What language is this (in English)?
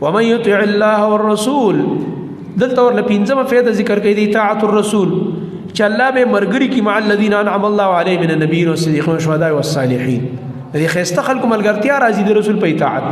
Pashto